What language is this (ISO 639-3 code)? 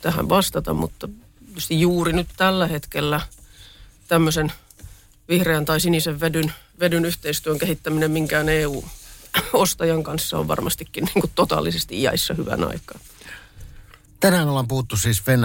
fin